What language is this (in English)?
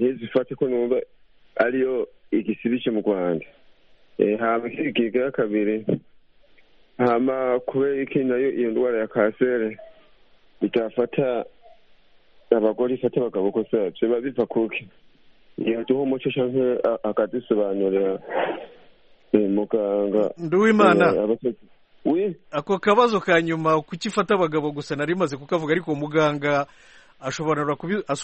Kinyarwanda